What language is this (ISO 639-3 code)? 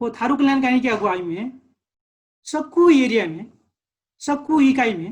thl